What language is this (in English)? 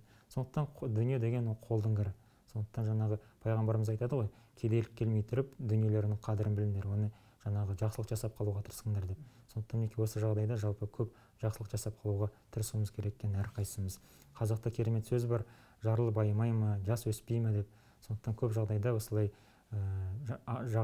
Kazakh